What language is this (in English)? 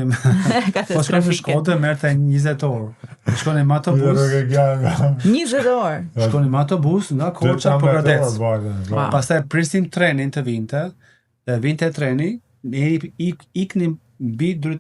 Albanian